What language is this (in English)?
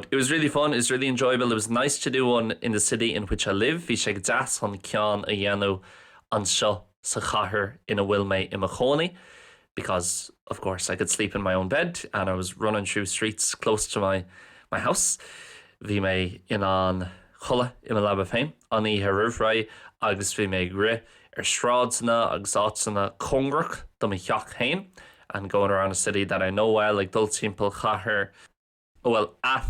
Irish